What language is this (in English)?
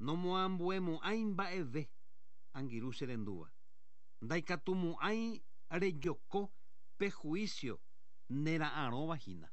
Guarani